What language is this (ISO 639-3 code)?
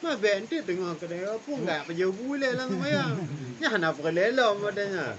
ace